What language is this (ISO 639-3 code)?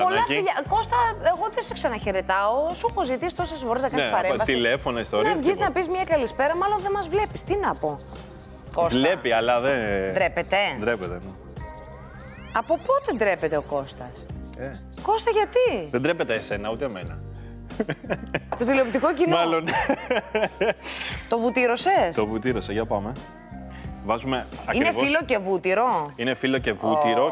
ell